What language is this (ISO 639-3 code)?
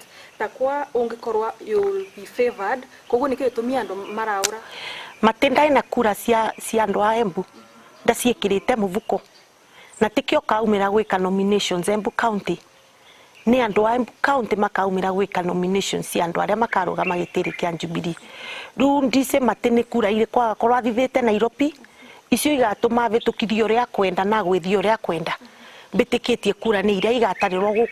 mer